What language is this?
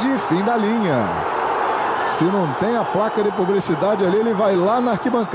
Portuguese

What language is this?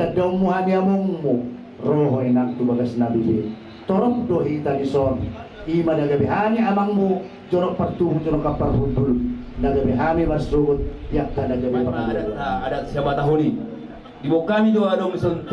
Batak Toba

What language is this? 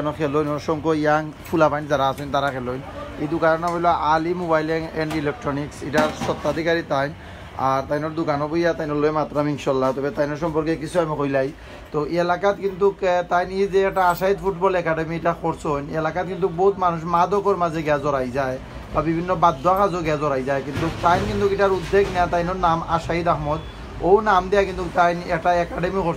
Sylheti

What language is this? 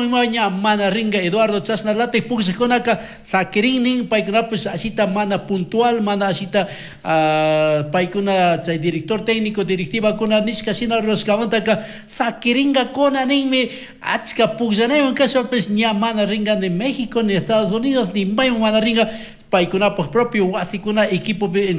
Chimborazo Highland Quichua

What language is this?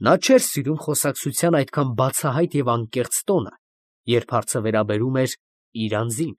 Armenian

